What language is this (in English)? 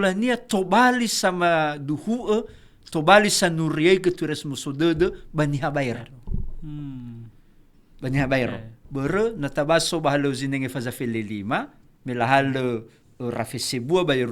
Nias